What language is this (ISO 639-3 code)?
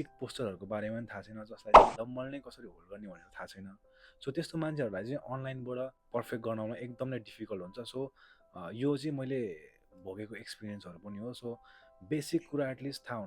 nep